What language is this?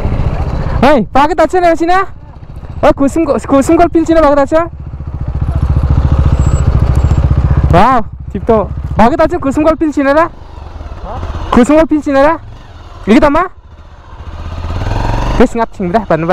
Malay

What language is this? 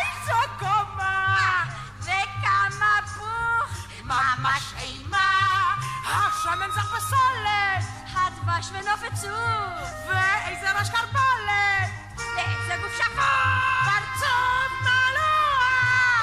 Hebrew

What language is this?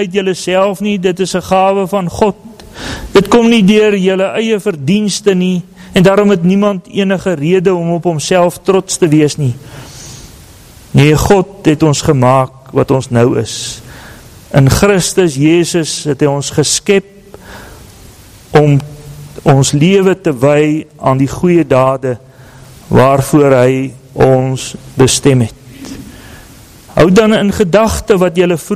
Afrikaans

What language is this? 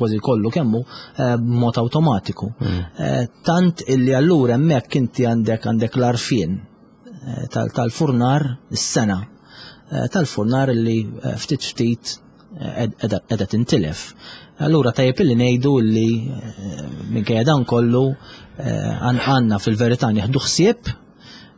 Maltese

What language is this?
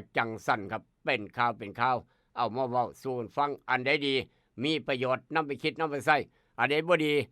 Northeastern Thai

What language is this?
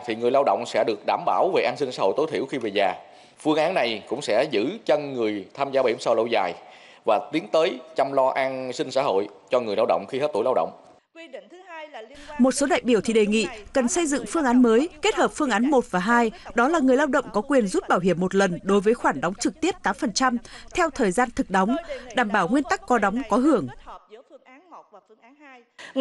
Vietnamese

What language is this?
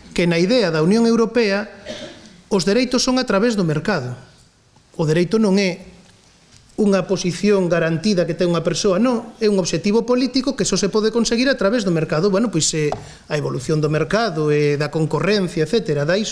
Galician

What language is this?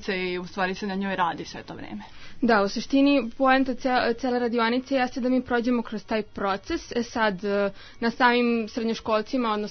Serbian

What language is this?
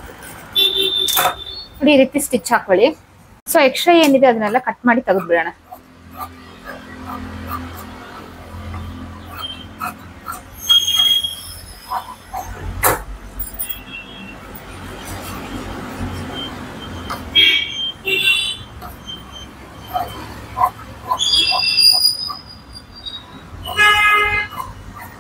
Kannada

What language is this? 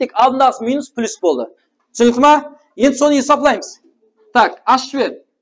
Kara-Kalpak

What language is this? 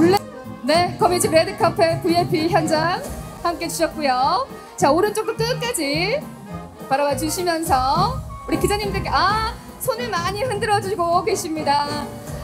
Korean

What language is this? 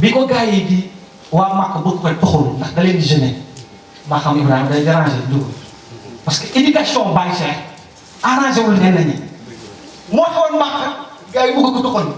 Wolof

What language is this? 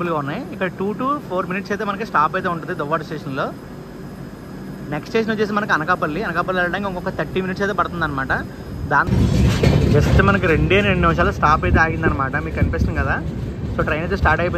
Telugu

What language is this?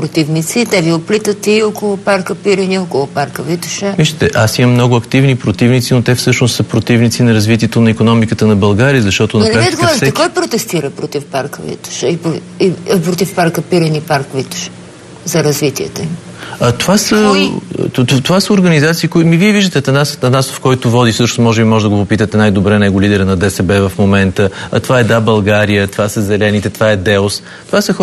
Bulgarian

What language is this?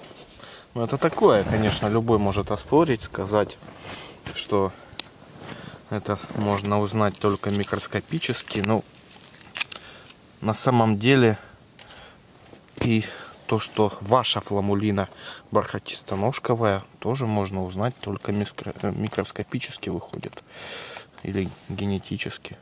Russian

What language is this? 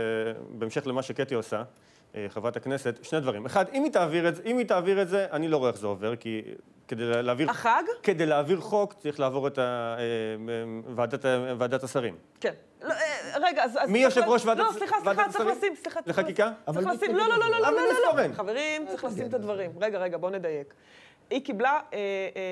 Hebrew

